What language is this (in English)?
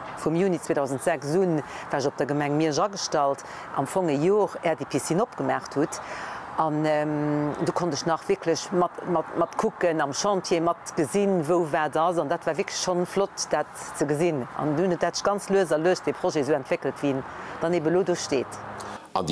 Luxembourgish